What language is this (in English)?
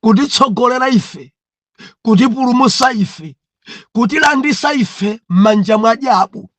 Nyanja